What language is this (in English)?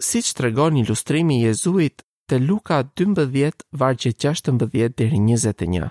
Albanian